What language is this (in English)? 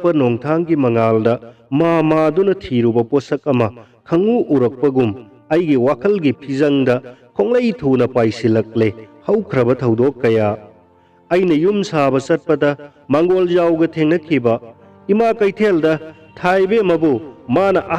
Manipuri